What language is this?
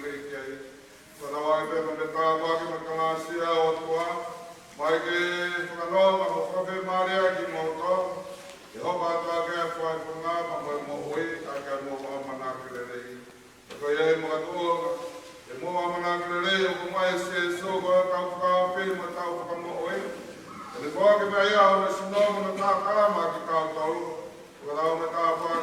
Tongan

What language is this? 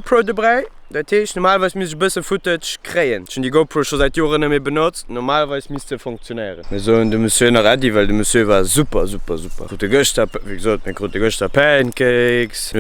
Luxembourgish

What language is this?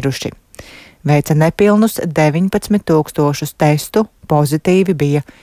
Latvian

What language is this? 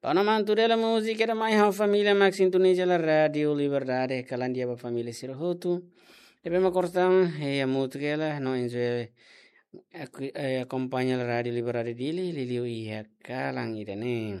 Tetum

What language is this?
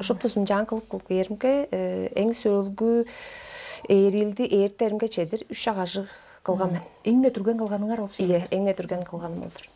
Tuvinian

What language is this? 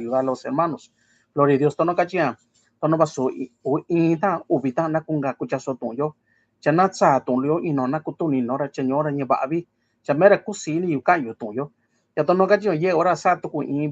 Mixtepec Mixtec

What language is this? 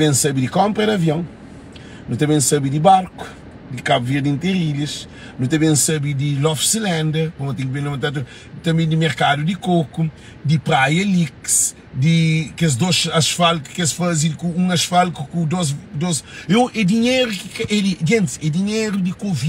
Kabuverdianu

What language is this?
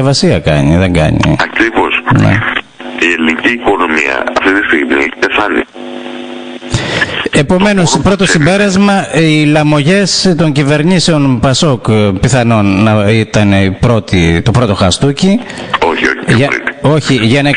Greek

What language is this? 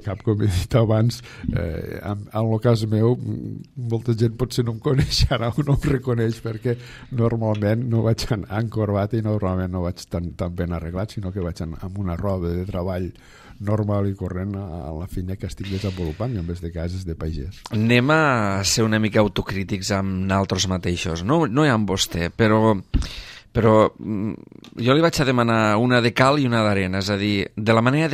Catalan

